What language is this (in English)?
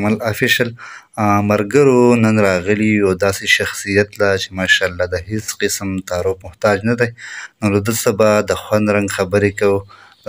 Pashto